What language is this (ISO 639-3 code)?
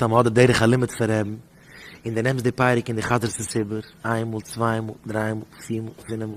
yid